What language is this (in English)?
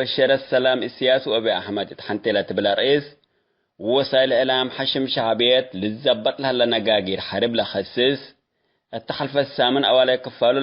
Tigre